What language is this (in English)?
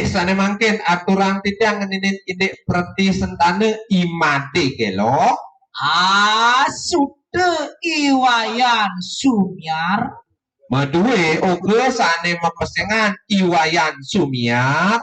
Balinese